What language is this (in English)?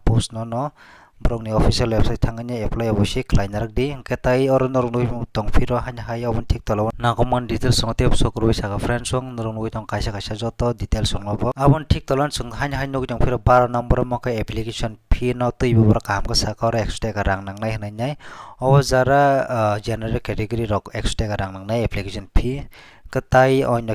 Kok Borok